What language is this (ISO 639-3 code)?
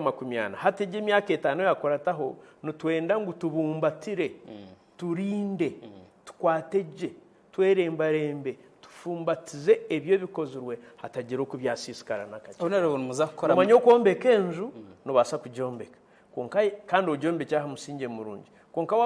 nyn